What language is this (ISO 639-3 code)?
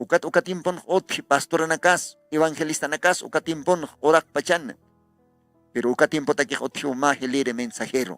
aym